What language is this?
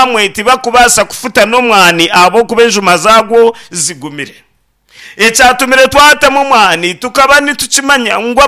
Nyankole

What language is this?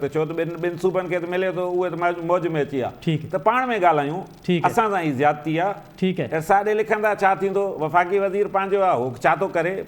Sindhi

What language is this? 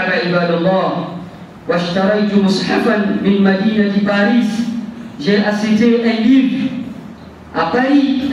French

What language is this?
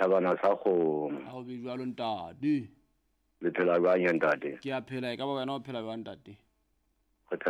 Southern Sotho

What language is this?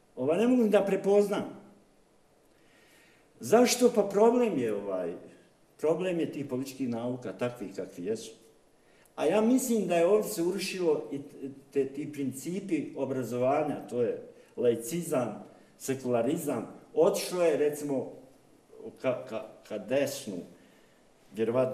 Bosnian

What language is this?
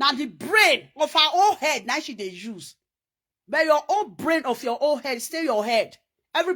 Nigerian Pidgin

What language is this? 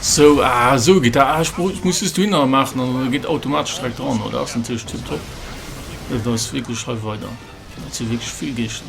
Luxembourgish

